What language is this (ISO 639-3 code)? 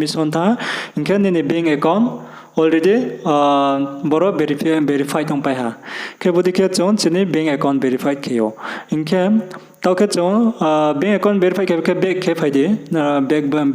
ria